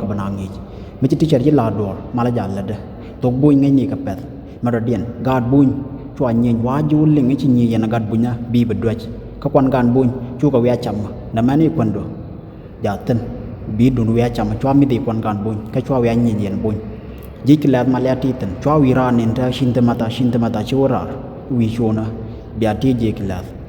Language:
Nuer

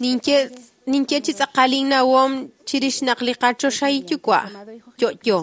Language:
Kekchí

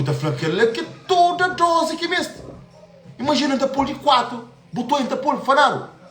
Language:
Kabuverdianu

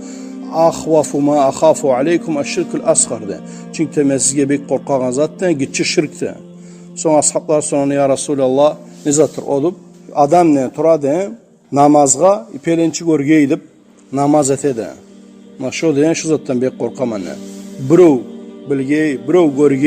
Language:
Kumyk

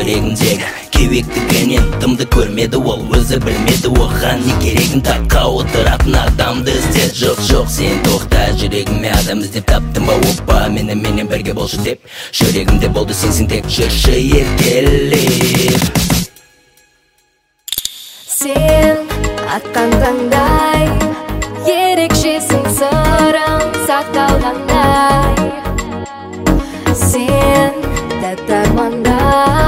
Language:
Kazakh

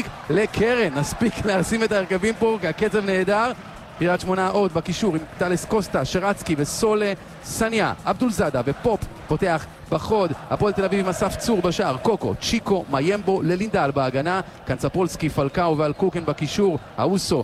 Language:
Hebrew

